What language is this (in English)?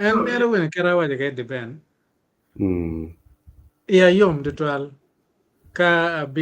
Acoli